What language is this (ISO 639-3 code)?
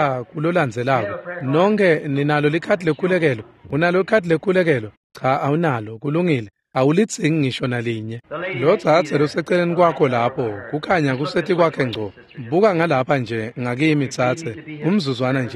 ssw